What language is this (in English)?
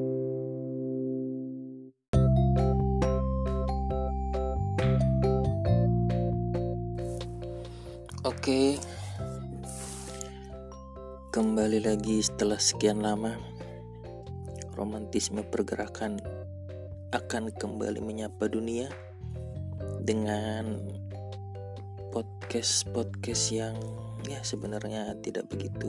Indonesian